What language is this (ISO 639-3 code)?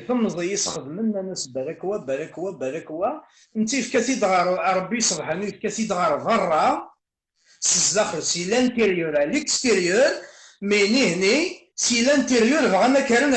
kab